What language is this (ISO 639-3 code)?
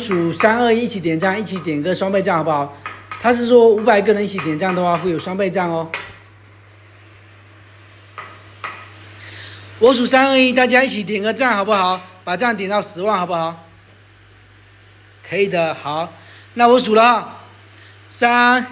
zho